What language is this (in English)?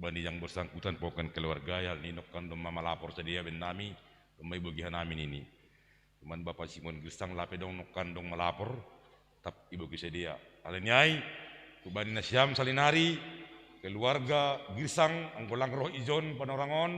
Batak Simalungun